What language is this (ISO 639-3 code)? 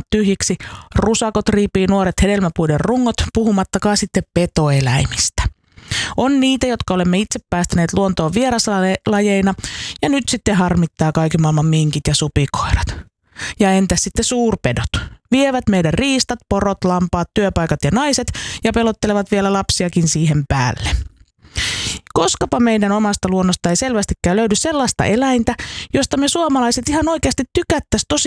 fin